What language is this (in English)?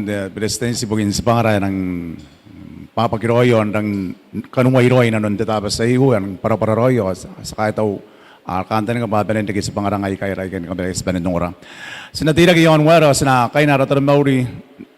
Gilbertese